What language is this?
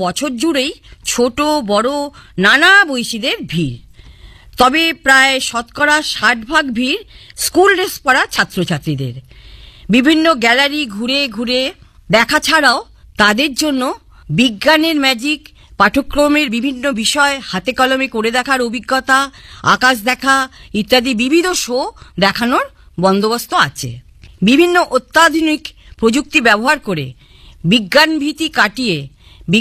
Bangla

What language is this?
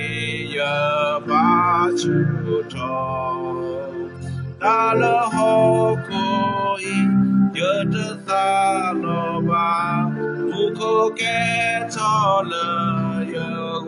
S'gaw Karen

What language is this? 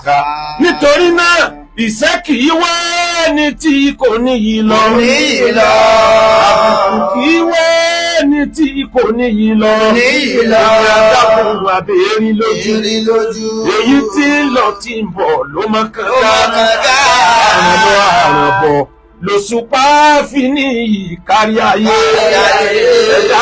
Yoruba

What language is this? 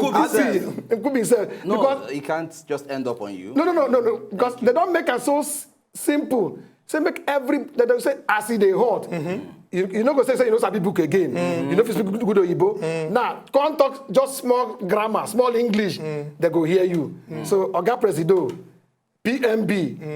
Nigerian Pidgin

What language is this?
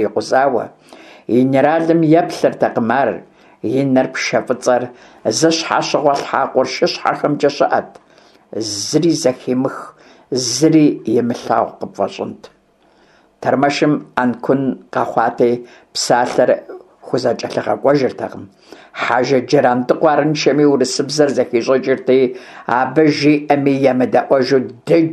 Kabardian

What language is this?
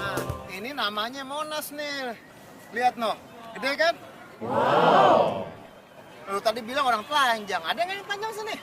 Betawi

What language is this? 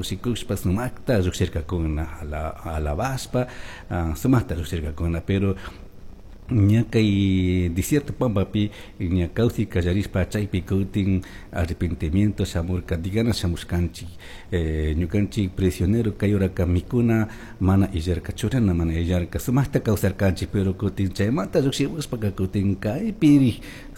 Chimborazo Highland Quichua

